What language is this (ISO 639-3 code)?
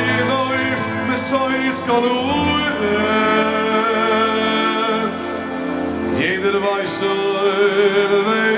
yid